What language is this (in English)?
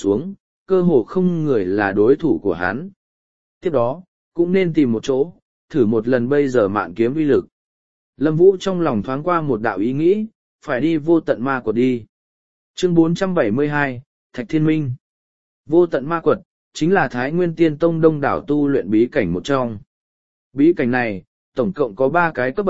Vietnamese